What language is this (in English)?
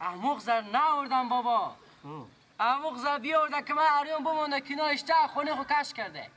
Persian